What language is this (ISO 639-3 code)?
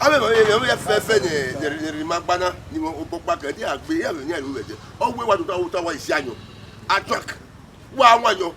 bin